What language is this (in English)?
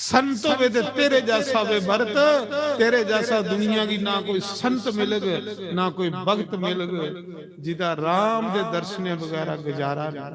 Dogri